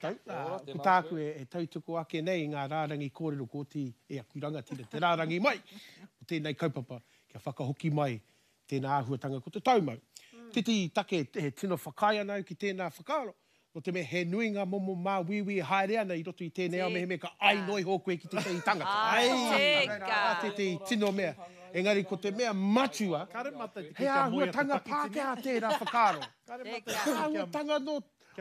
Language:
Māori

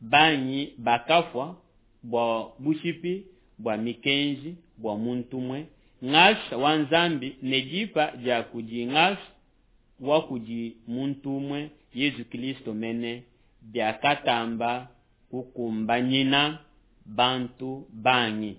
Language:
Luba-Lulua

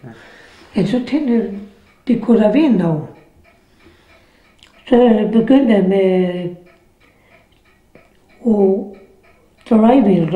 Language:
Danish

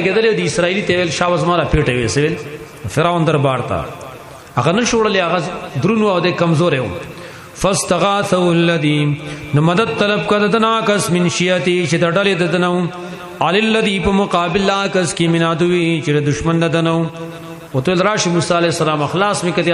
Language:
Pashto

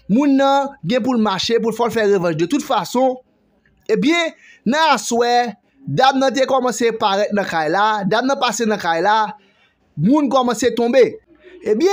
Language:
Haitian Creole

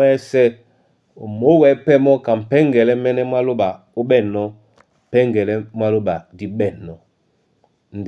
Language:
Duala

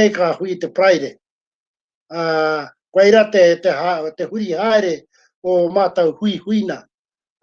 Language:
Māori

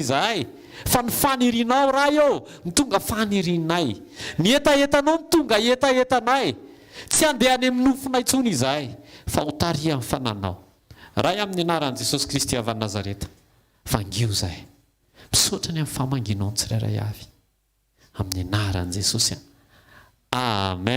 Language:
Malagasy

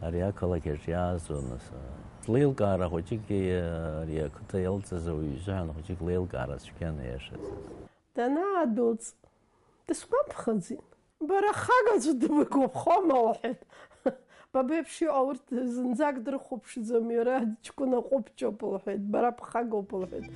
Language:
Abkhazian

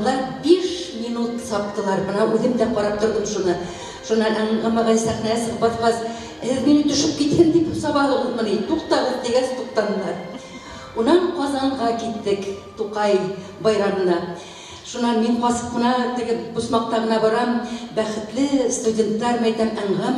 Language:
Bashkir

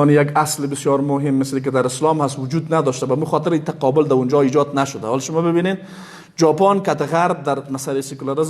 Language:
Persian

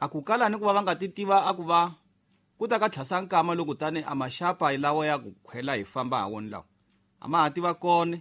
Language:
Tsonga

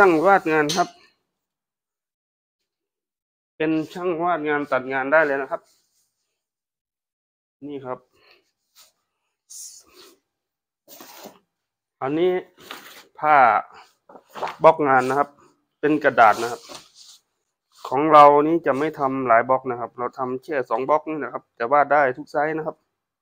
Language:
Thai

